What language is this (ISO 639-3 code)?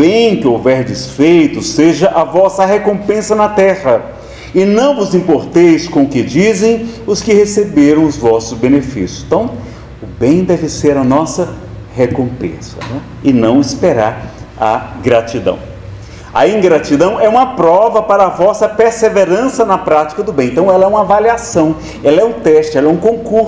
por